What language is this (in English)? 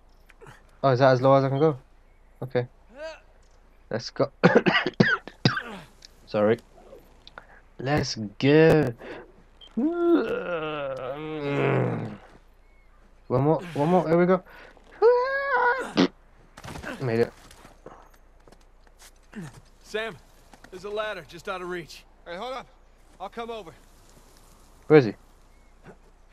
English